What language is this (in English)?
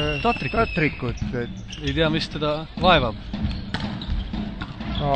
Estonian